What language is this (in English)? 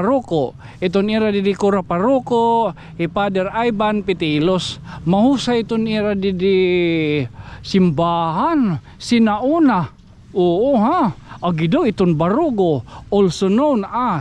Waray